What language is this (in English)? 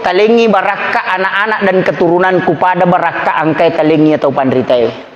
Buginese